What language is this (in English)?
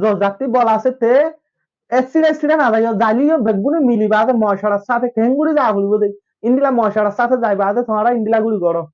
Rohingya